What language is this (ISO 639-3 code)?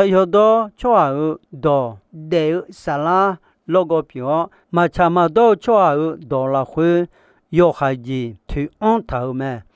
ahk